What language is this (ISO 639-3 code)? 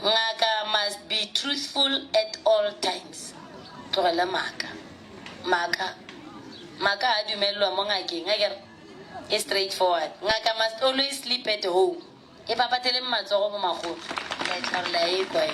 nso